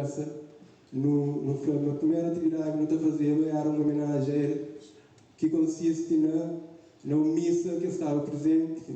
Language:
Kabuverdianu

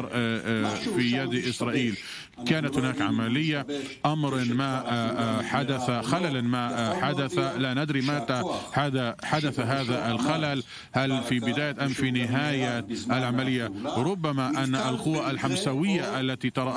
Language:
Arabic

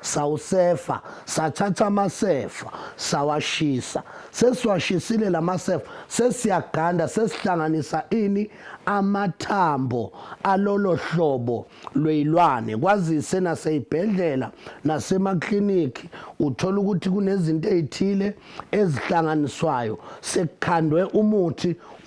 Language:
Zulu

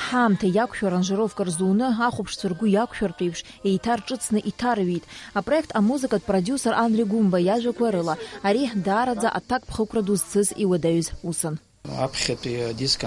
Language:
Abkhazian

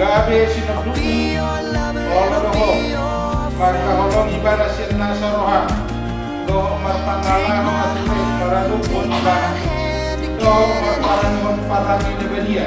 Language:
Batak Toba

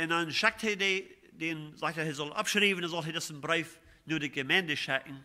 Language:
Plautdietsch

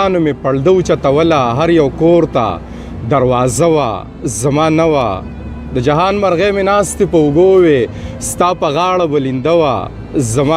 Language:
Pashto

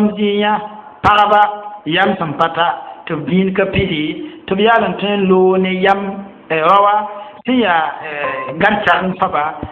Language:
Mossi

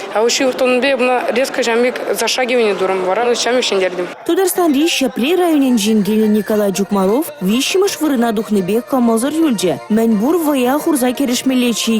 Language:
Chuvash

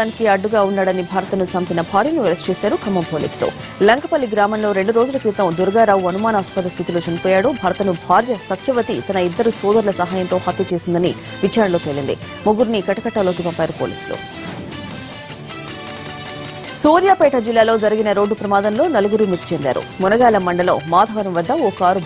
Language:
Telugu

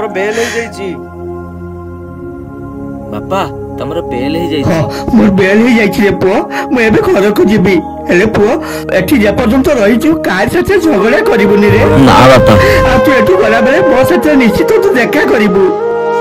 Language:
Odia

